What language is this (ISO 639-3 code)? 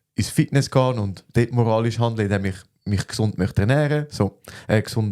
gsw